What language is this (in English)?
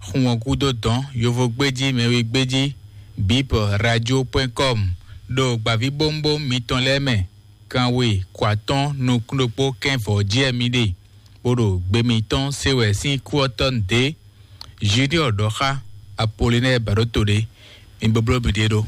Fon